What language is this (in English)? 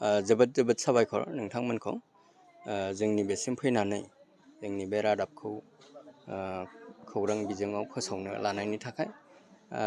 Bodo